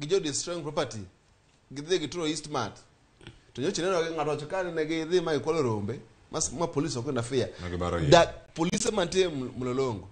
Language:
Luo (Kenya and Tanzania)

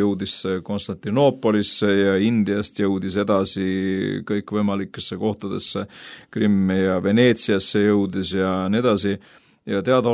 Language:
Estonian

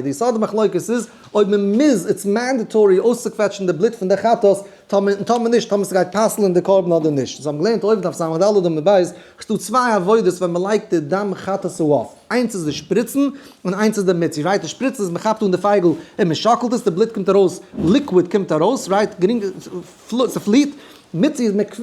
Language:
Yiddish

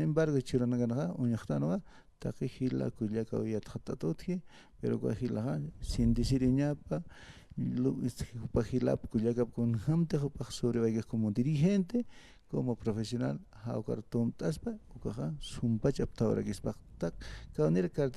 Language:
Aymara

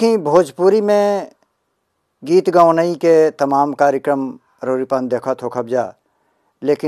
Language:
Bhojpuri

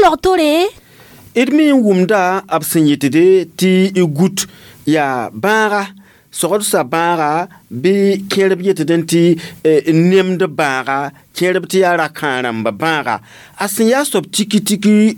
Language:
Mossi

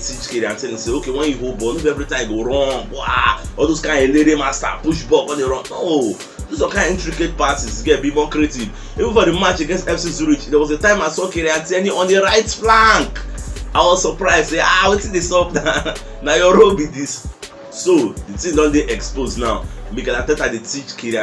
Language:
Nigerian Pidgin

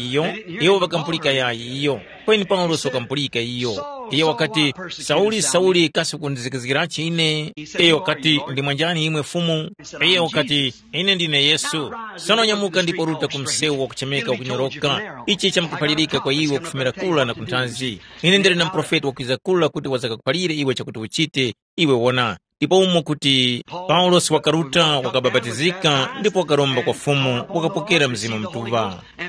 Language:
Tumbuka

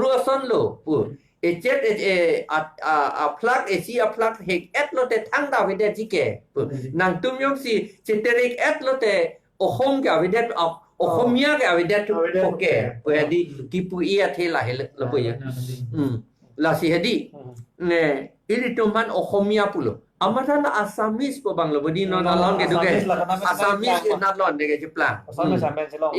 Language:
Karbi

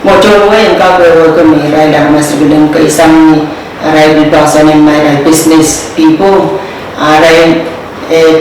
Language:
Pohnpeian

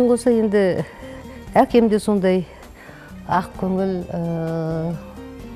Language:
Kazakh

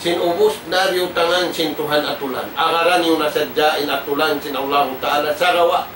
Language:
Tausug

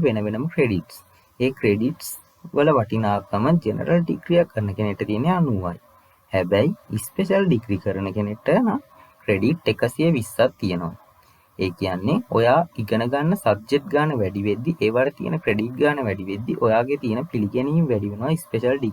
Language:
Sinhala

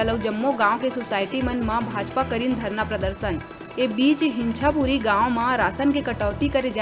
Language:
Chhattisgarhi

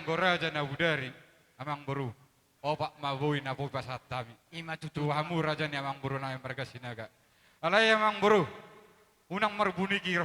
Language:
Batak Toba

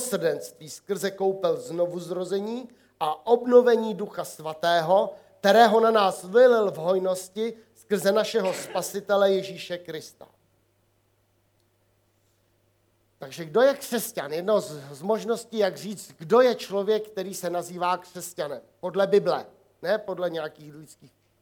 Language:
Czech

